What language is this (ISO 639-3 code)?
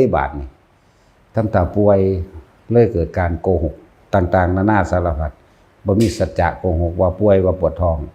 lao